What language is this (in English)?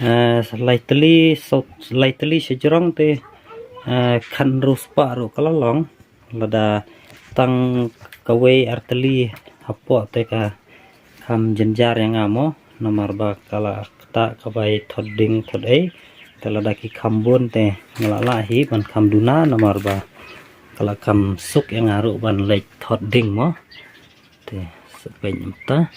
Khasi